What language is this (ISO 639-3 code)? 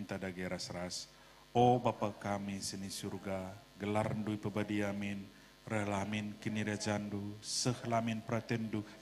btx